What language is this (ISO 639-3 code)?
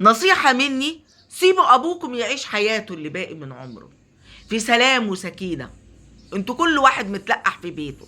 arz